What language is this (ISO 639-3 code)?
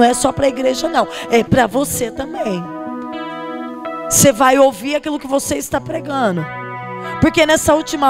por